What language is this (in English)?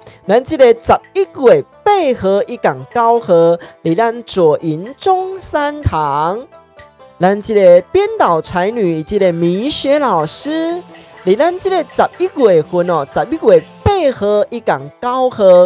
Min Nan Chinese